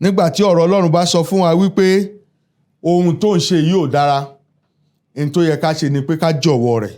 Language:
Yoruba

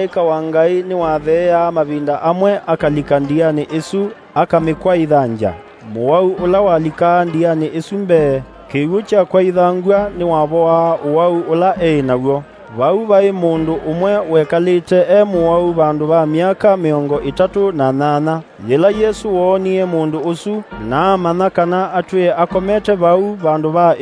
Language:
Kamba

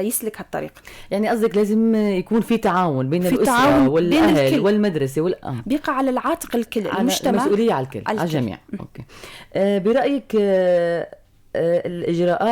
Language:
North Levantine Arabic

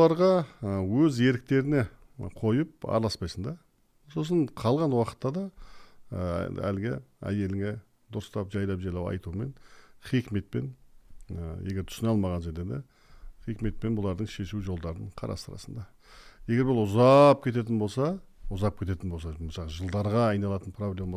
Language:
Kazakh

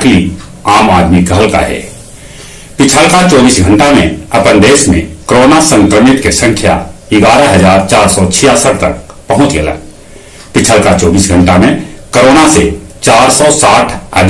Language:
Magahi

